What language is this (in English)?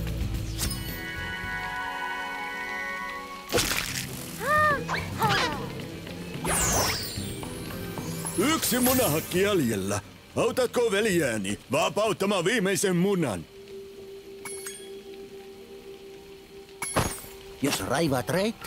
Finnish